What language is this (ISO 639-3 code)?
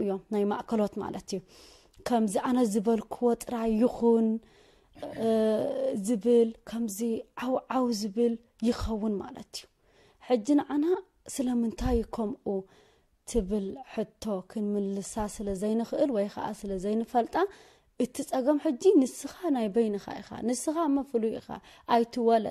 tir